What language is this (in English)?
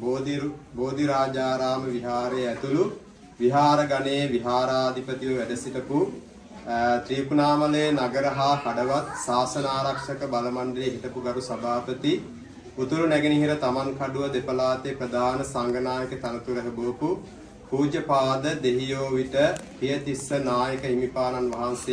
Sinhala